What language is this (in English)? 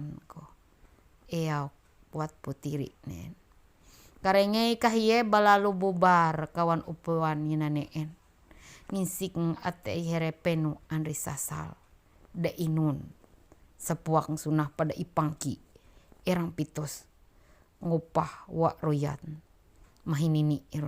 Ma'anyan